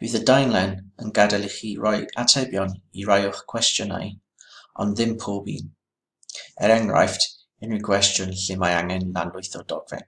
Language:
Welsh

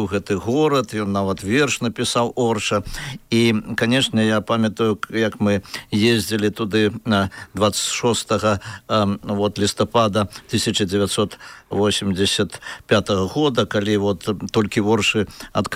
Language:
Belarusian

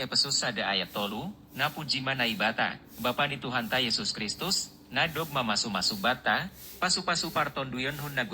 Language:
Batak Simalungun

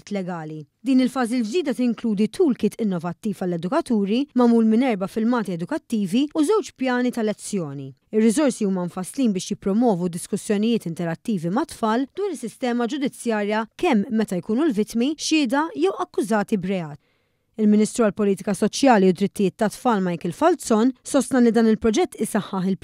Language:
Maltese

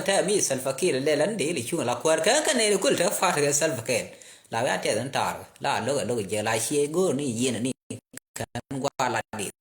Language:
Nuer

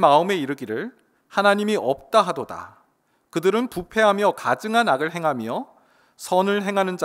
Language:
Korean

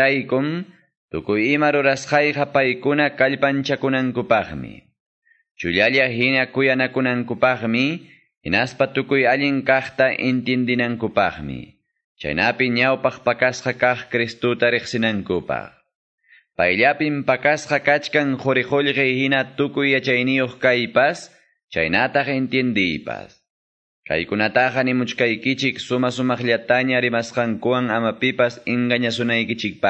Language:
Quechua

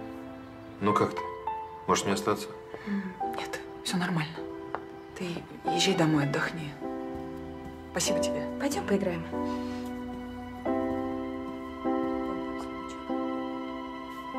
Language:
Russian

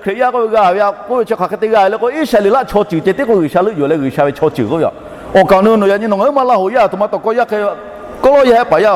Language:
Lahu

